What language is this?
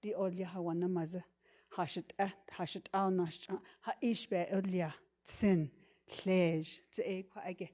Navajo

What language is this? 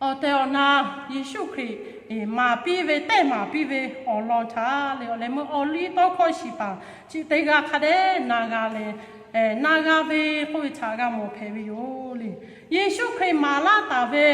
Lahu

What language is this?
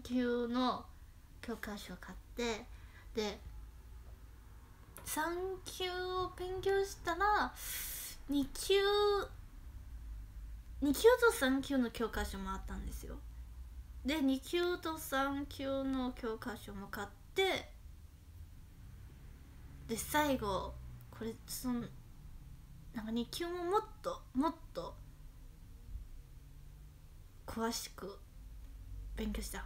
Japanese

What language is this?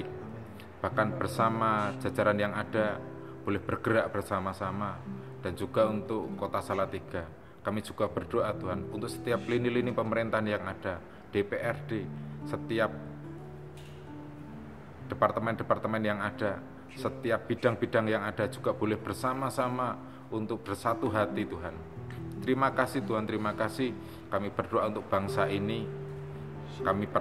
Indonesian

